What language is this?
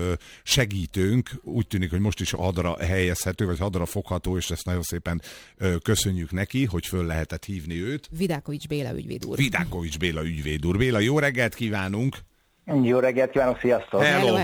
Hungarian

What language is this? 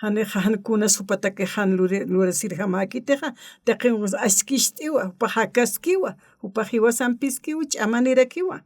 Aymara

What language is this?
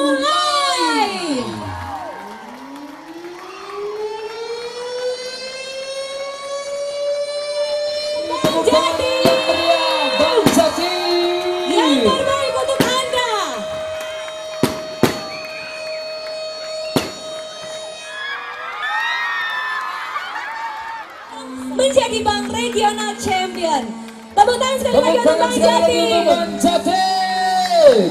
Indonesian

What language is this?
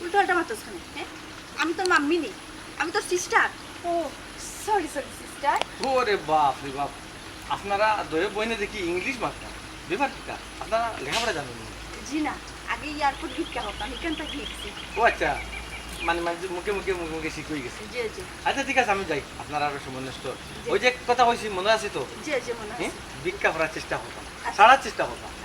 Sylheti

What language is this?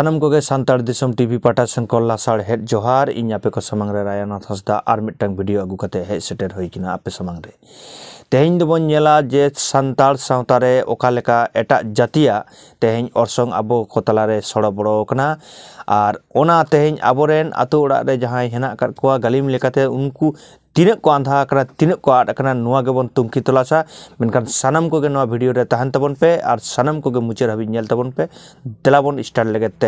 Santali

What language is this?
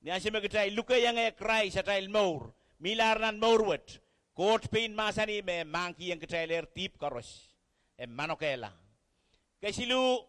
Pohnpeian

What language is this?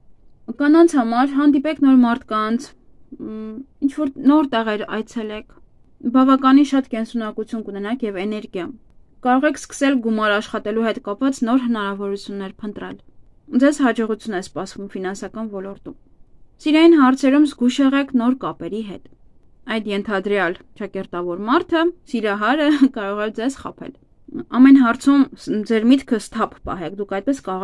Armenian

